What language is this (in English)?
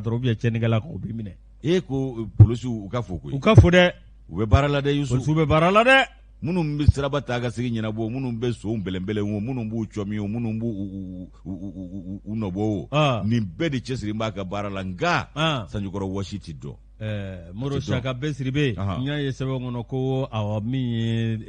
Bambara